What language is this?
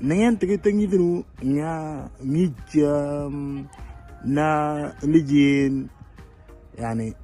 Moro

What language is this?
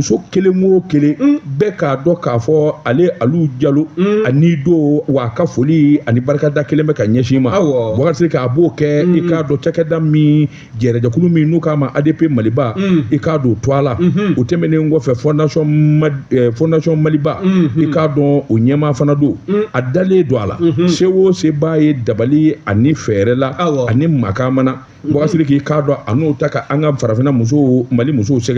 Bambara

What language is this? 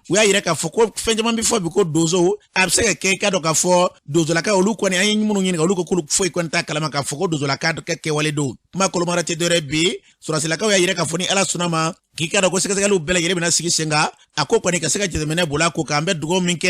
Bambara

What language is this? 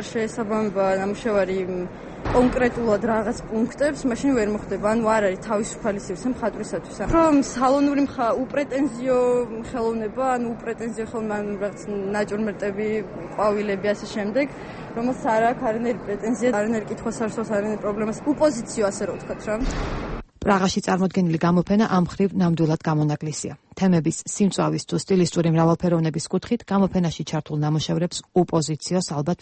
Georgian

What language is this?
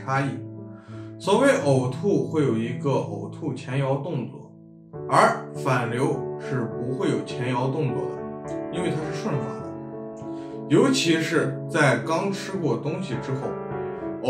Chinese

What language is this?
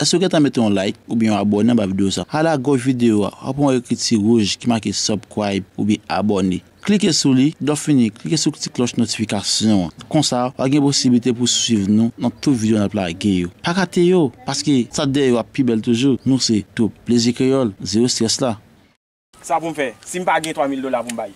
Haitian Creole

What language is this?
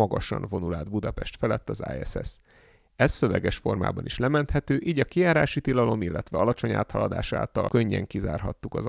Hungarian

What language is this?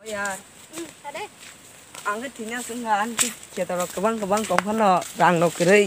Kok Borok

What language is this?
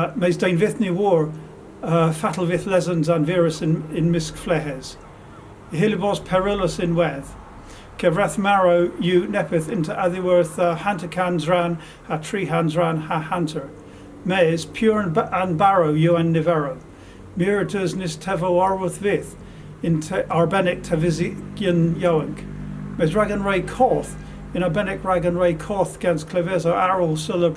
Cornish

